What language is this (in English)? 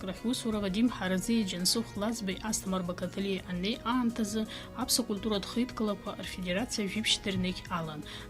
Abkhazian